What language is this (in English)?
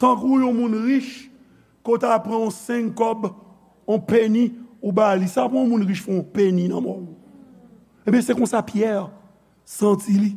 Haitian Creole